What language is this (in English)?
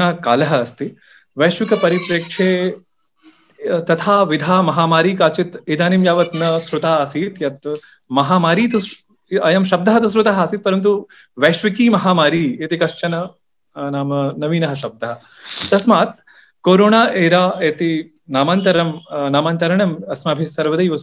Sanskrit